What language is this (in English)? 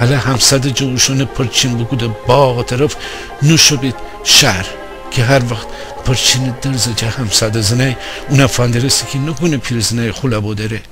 Gilaki